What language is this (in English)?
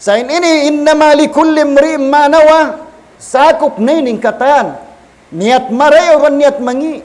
Tausug